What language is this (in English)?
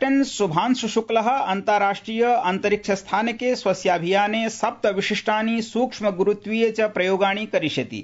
Sanskrit